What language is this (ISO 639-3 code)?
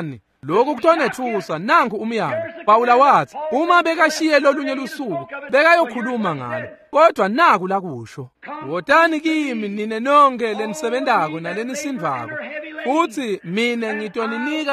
ssw